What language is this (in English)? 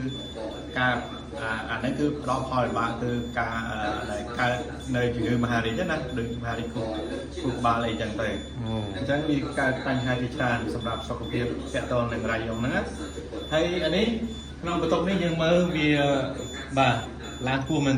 Khmer